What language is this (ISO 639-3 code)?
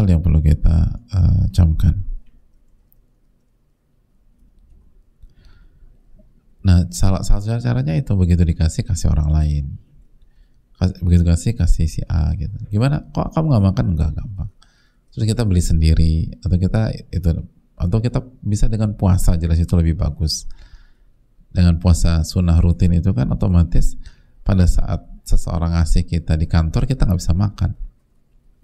ind